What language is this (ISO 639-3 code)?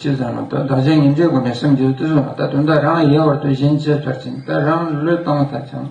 bod